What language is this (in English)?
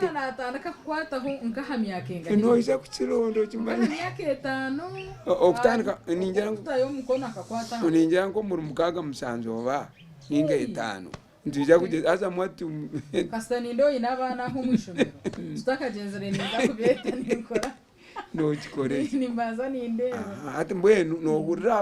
Nyankole